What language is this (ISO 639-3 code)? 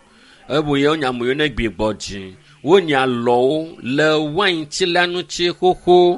ewe